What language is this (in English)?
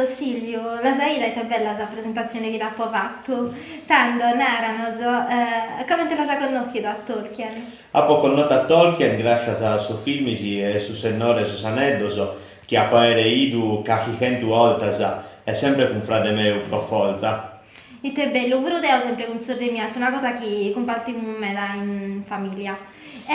Sardinian